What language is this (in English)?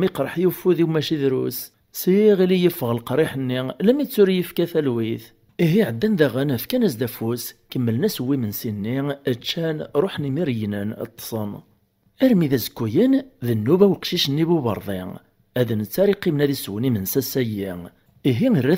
Kabyle